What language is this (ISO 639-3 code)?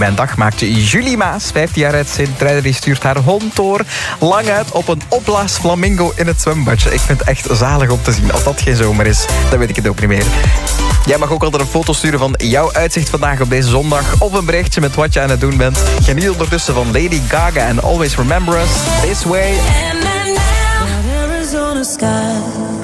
nld